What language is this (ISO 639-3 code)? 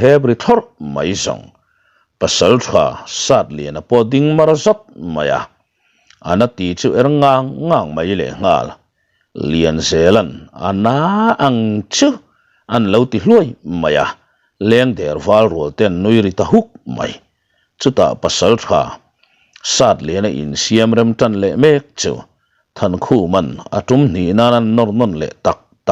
lus